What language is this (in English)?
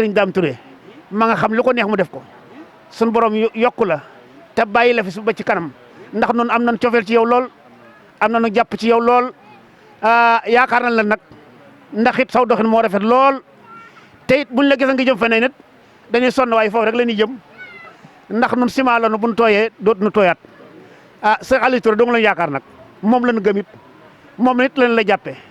Wolof